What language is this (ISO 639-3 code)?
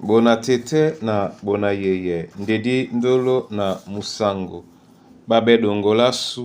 dua